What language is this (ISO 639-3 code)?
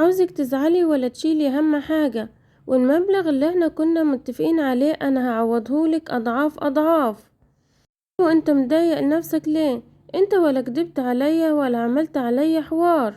arz